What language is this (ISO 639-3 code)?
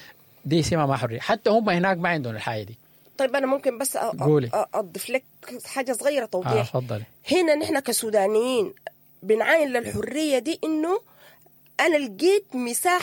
apd